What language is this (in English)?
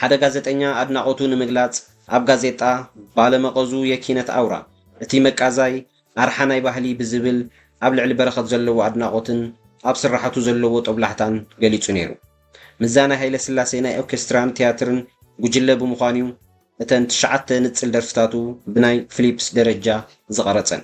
Tigrinya